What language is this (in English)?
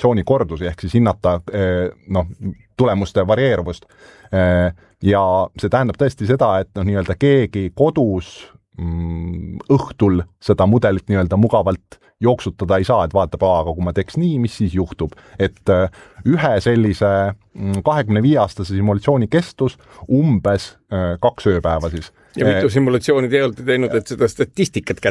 Estonian